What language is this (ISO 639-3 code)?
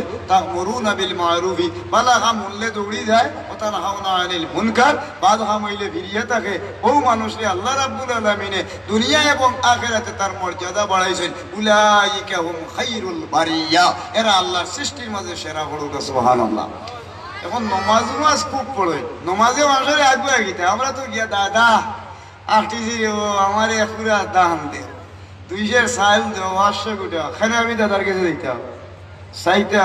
syl